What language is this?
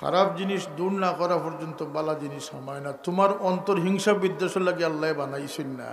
Sylheti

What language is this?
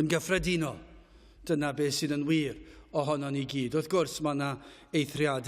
Welsh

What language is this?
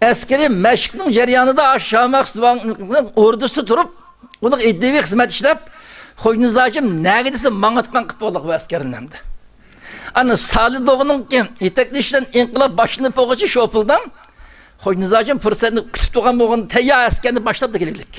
Uyghur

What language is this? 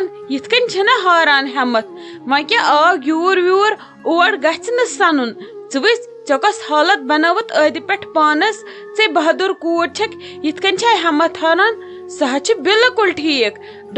Kashmiri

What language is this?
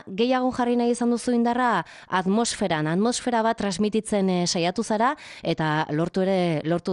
Basque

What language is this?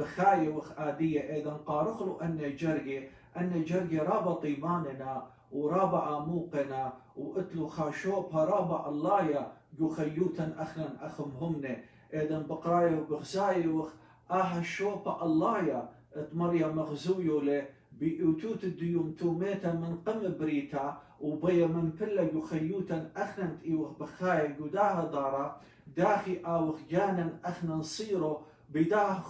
Assyrian Neo-Aramaic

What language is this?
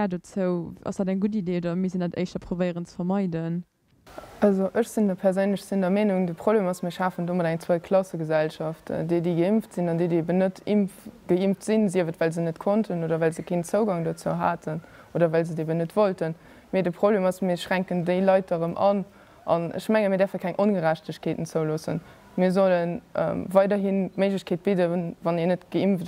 Luxembourgish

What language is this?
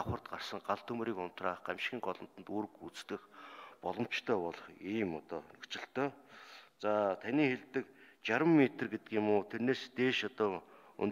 Mongolian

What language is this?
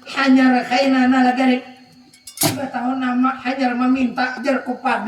Banjar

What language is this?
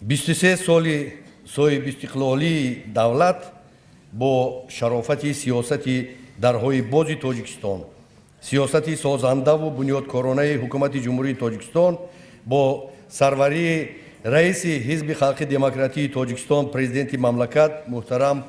Tajik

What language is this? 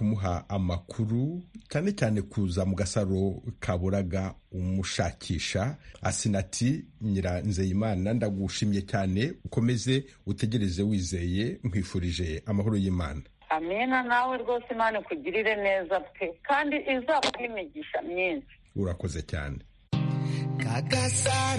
Kinyarwanda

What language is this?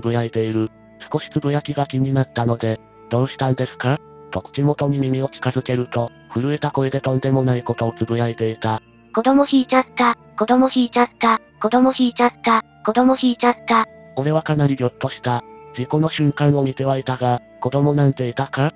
Japanese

